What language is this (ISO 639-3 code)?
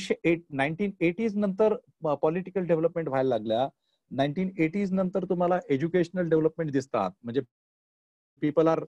mar